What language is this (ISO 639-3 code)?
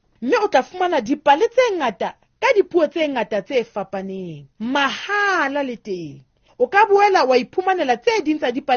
sot